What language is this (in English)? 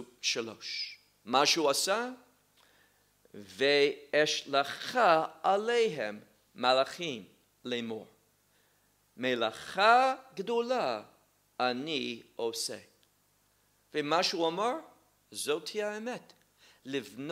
Hebrew